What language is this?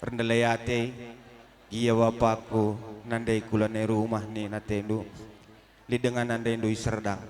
Batak Karo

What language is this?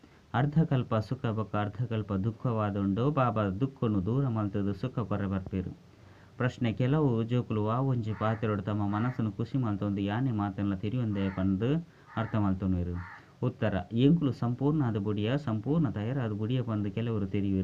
Tulu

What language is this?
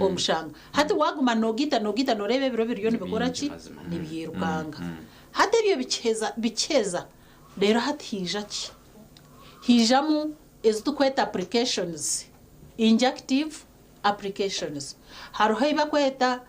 Nyankole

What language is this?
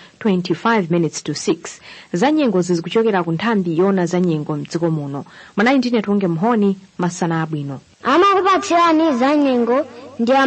Nyanja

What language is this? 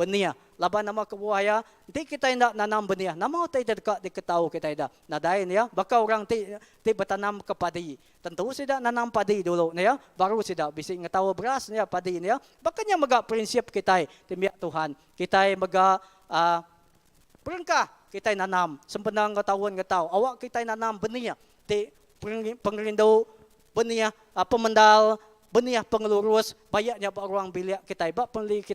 Iban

